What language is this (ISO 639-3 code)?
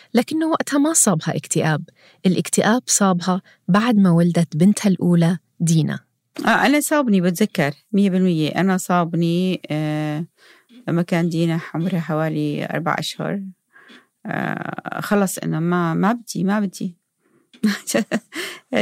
apc